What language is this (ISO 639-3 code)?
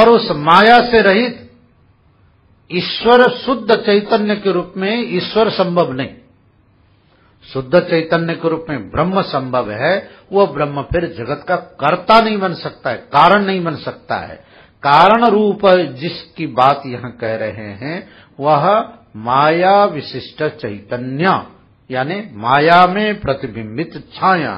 hin